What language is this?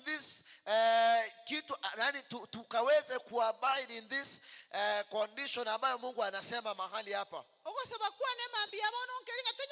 Gusii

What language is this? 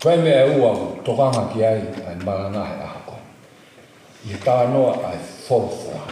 Tongan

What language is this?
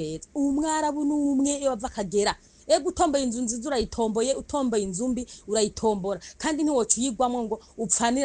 Rundi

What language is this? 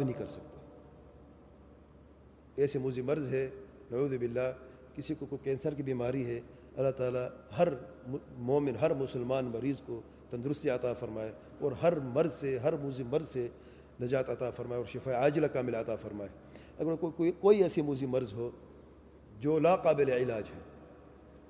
Urdu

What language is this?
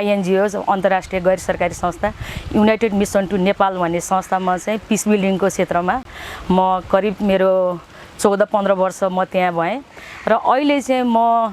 Nepali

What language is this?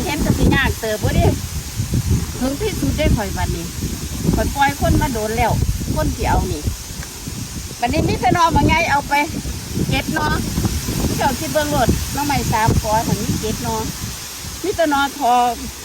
Lao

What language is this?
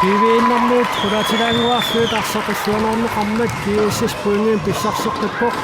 Kalaallisut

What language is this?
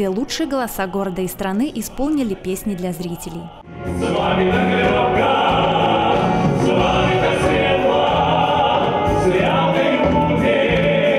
Russian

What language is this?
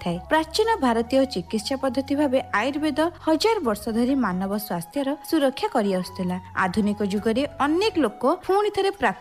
Odia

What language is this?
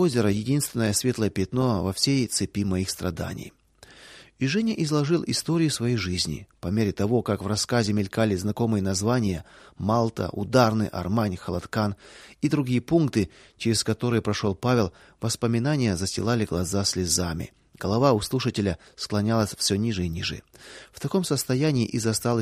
Russian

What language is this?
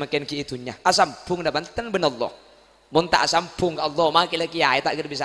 Madurese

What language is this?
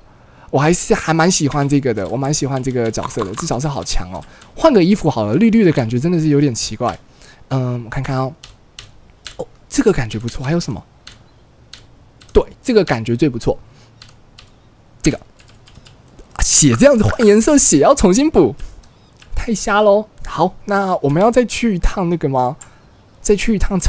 Chinese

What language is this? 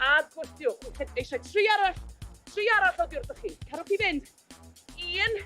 Welsh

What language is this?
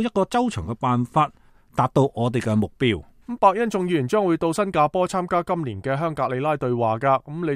Cantonese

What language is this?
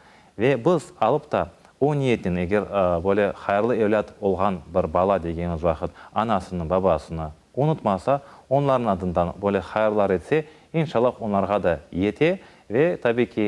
Crimean Tatar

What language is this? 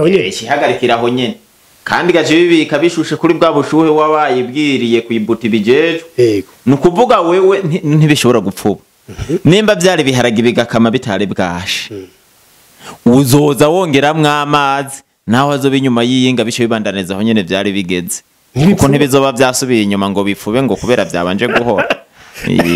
Rundi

